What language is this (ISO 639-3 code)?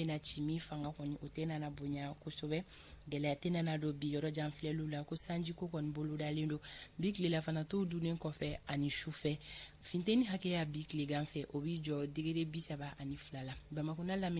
bam